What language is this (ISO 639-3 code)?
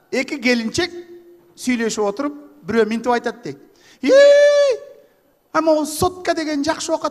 kir